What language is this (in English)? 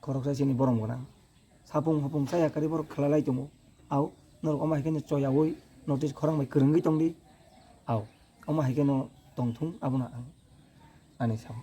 Kok Borok